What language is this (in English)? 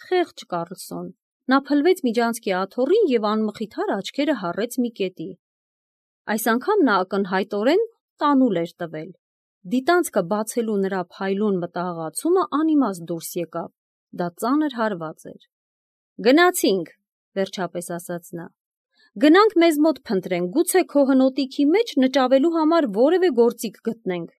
Armenian